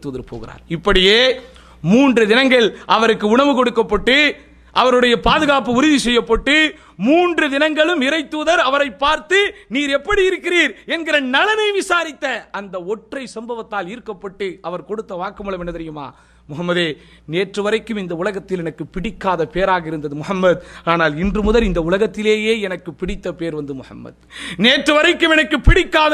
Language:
Tamil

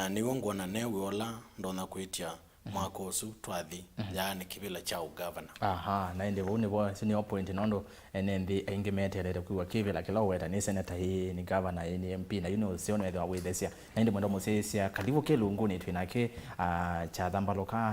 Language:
Kamba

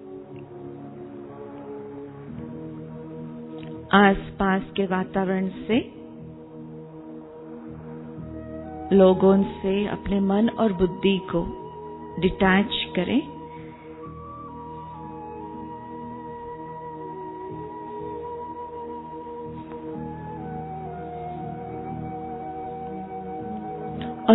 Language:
Hindi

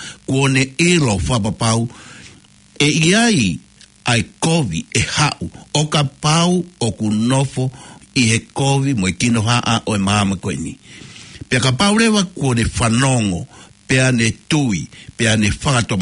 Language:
Tongan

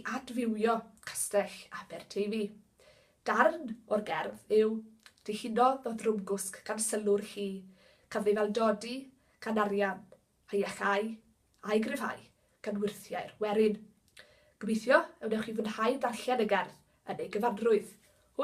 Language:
Welsh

